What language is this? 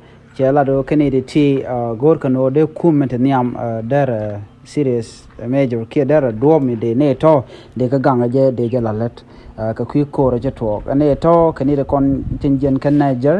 Nuer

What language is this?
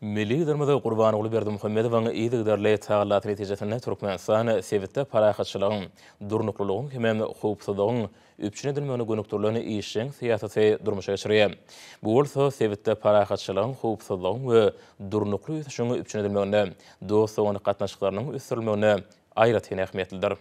Turkmen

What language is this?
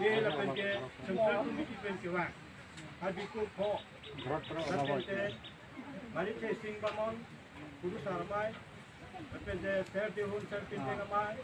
Karbi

